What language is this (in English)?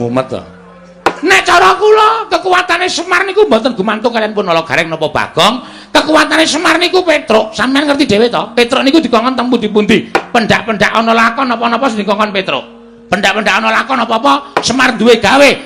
Javanese